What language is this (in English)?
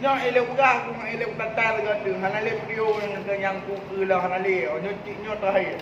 Achinese